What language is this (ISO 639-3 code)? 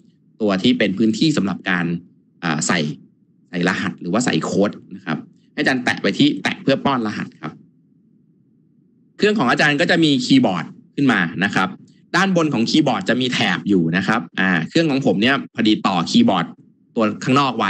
tha